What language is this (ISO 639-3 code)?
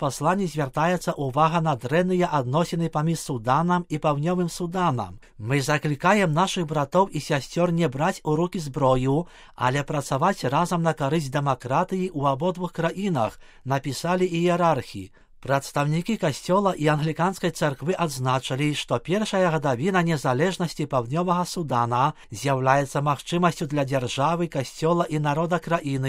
bel